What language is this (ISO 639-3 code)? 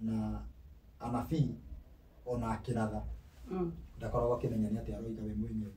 kik